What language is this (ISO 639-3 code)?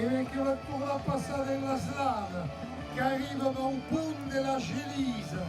oci